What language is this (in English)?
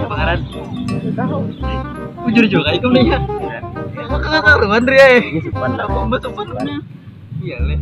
Banjar